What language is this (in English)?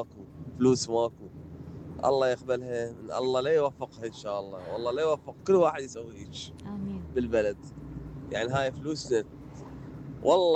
Mesopotamian Arabic